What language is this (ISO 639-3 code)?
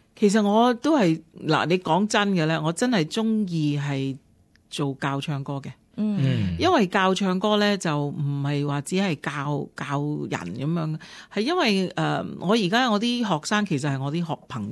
yue